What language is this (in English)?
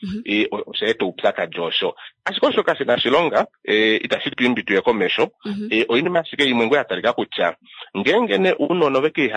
Kuanyama